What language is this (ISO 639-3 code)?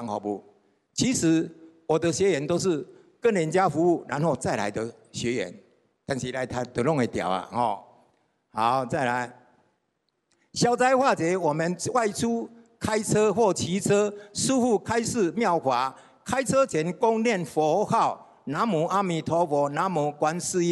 zho